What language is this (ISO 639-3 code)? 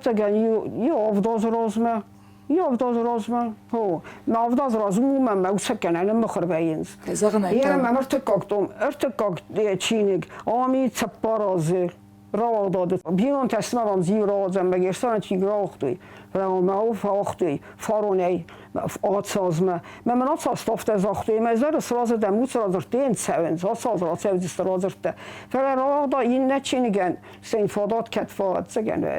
oss